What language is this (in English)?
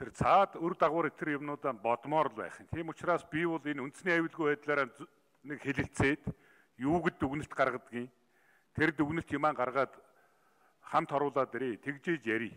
Mongolian